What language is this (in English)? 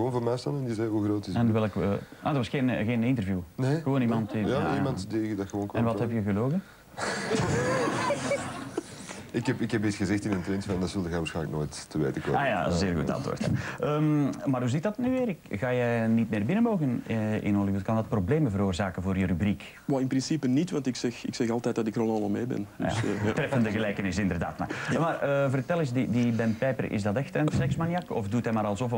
Dutch